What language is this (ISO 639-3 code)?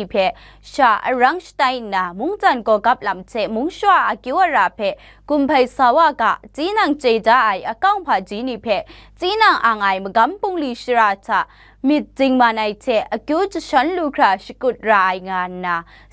kac